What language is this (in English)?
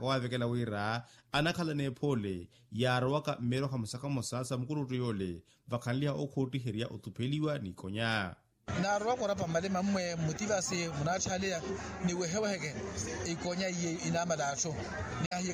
Makhuwa